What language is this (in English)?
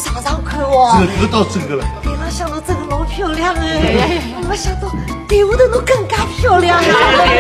Wu Chinese